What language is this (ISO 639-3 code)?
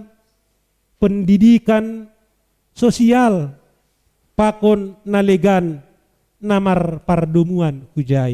bts